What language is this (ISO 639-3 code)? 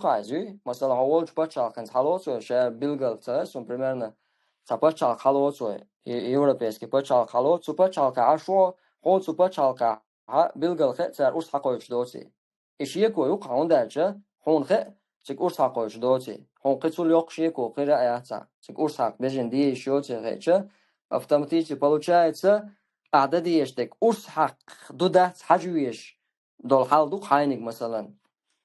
che